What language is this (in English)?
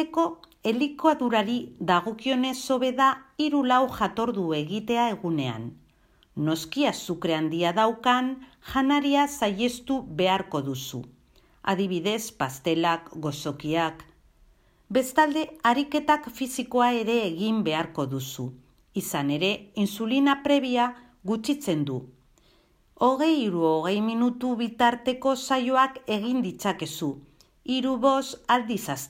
Basque